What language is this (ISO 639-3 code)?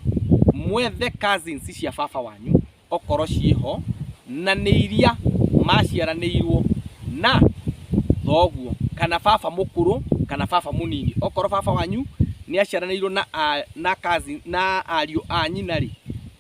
kik